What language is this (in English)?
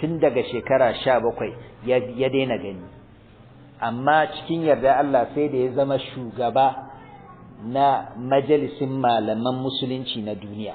Hausa